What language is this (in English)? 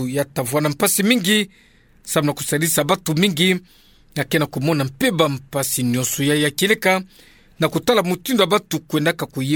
Kituba (Democratic Republic of Congo)